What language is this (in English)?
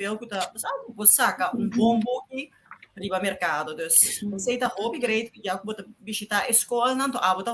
Papiamento